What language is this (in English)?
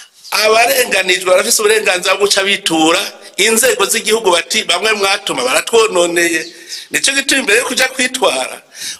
Rundi